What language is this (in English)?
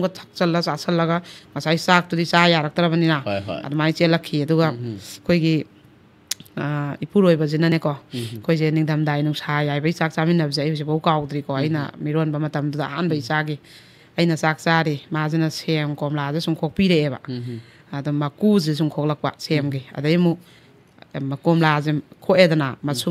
Manipuri